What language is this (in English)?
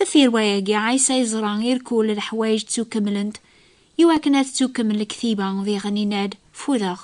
Kabyle